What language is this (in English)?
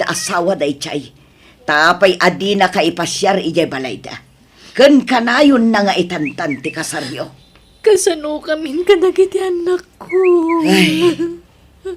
Iloko